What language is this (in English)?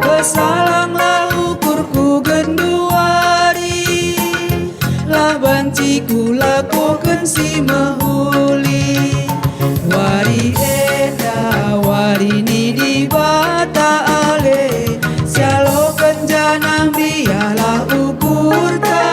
Batak Karo